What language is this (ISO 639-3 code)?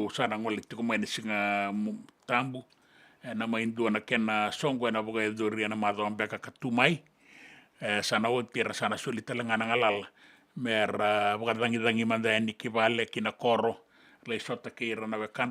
fij